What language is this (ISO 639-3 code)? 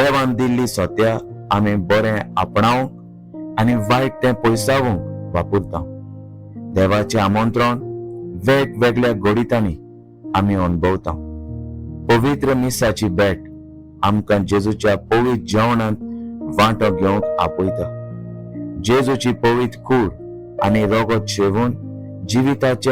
kok